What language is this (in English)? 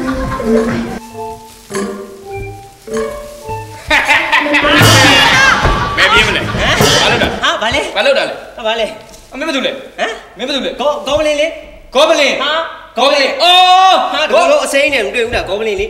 Burmese